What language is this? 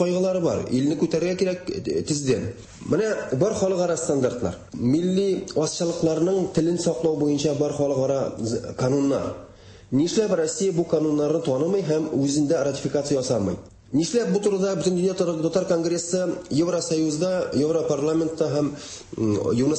Tatar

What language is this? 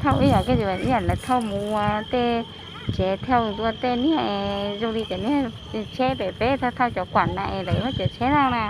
Hmong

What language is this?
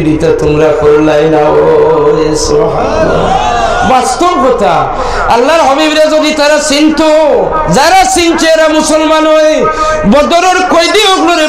Sylheti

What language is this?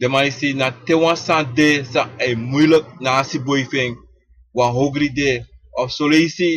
Sranan Tongo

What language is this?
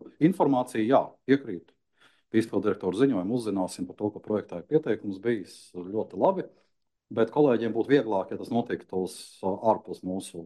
Latvian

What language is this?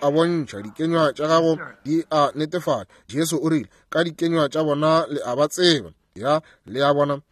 Northern Sotho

